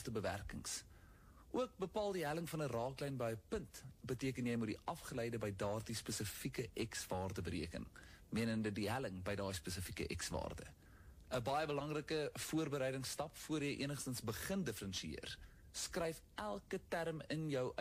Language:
Afrikaans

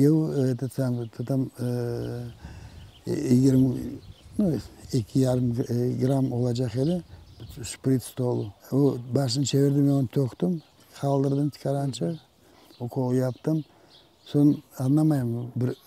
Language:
Crimean Tatar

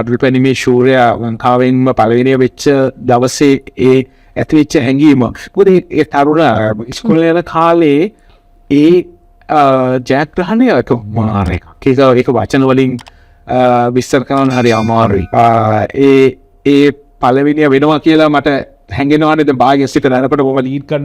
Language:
Sinhala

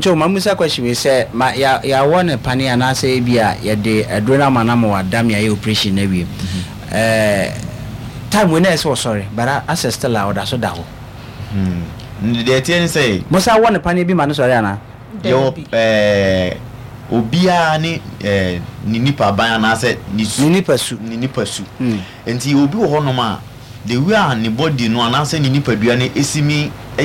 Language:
Akan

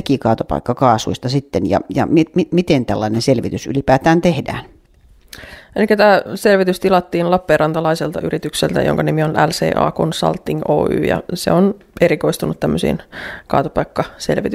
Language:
Finnish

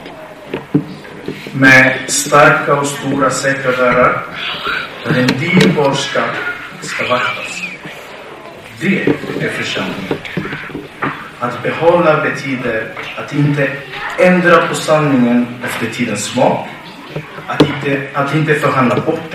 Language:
Swedish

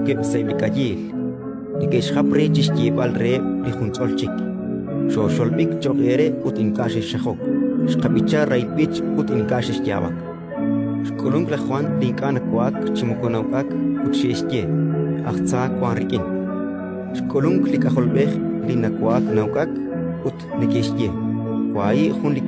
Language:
Kekchí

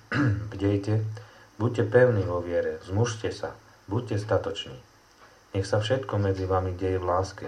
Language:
Slovak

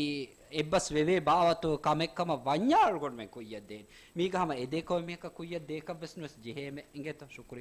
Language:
Divehi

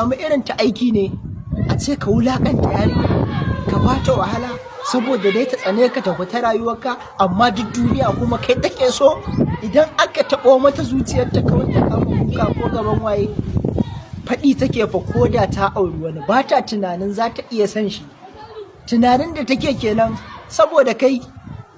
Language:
Hausa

